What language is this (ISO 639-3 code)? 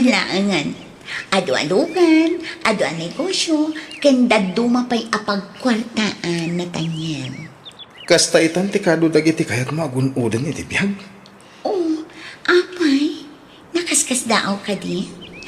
ilo